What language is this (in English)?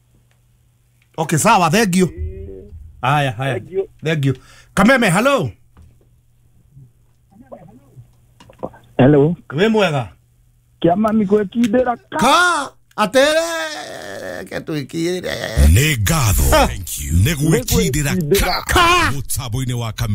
Kikuyu